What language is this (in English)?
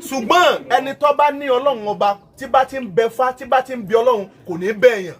Yoruba